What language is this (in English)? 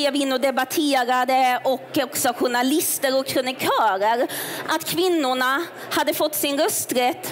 Swedish